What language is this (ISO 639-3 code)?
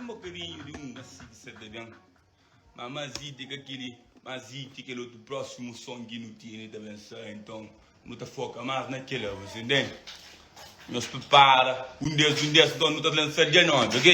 kea